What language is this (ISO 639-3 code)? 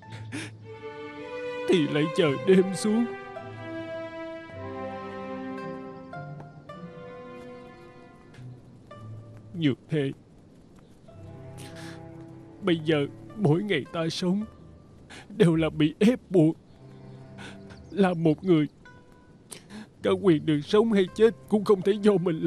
vie